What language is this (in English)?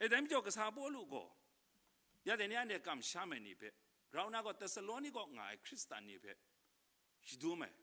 Kachin